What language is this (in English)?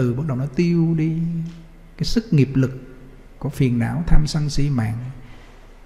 Vietnamese